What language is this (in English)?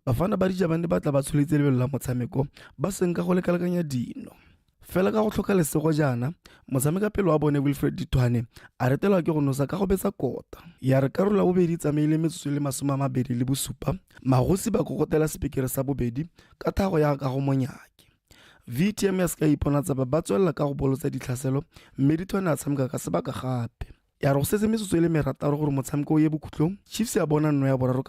Tswana